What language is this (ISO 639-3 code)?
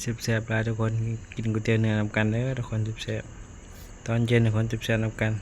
tts